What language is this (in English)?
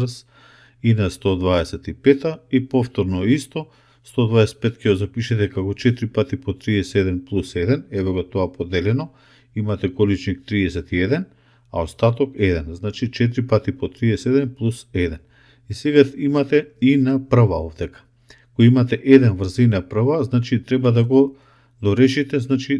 Macedonian